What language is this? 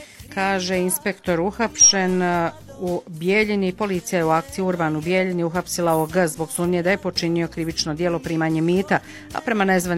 Bosnian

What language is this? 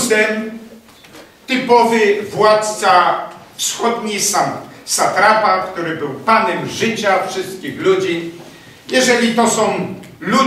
Polish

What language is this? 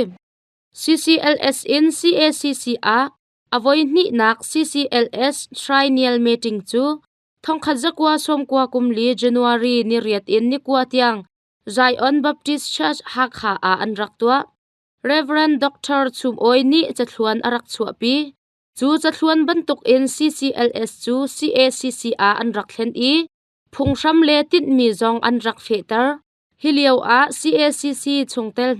Hakha Chin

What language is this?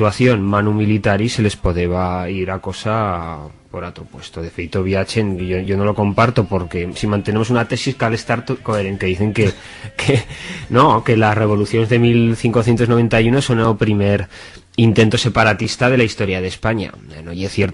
Aragonese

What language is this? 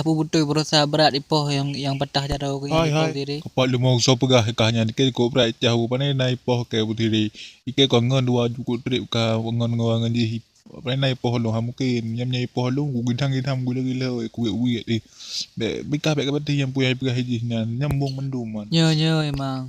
Achinese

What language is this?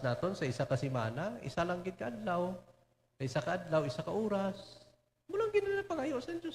Hiligaynon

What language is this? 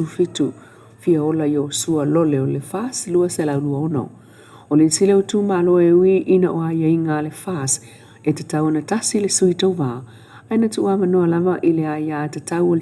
Samoan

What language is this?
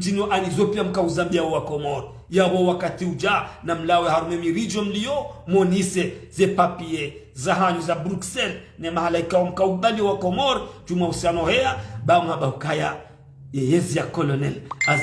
Ngazidja Comorian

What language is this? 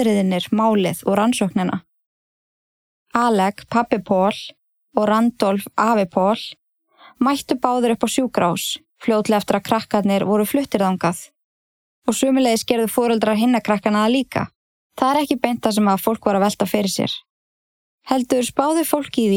Icelandic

